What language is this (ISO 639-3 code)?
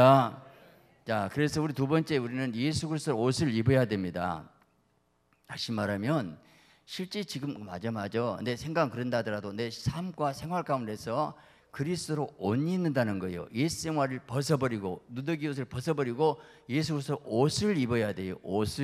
kor